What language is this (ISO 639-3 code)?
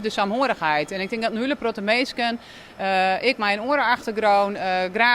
fry